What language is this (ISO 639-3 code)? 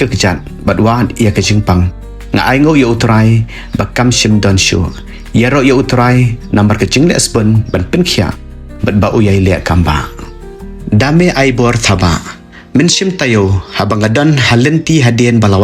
kha